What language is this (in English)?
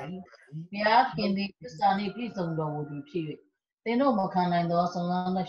Burmese